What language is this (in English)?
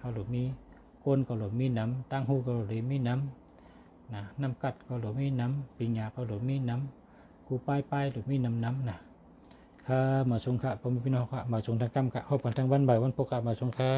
Shan